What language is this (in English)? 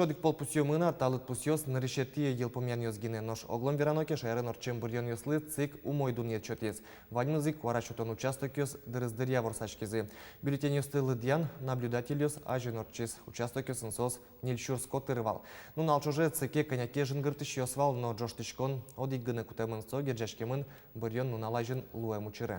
Udmurt